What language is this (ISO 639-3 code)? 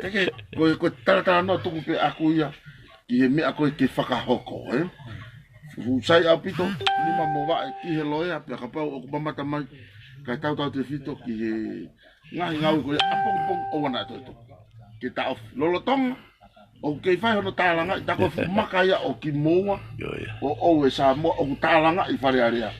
ton